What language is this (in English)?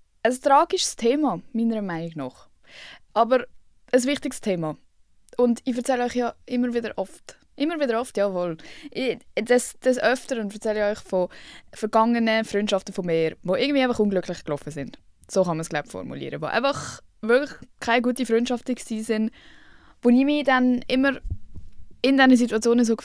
Swiss German